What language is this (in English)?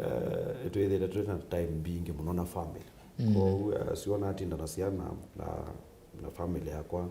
Kamba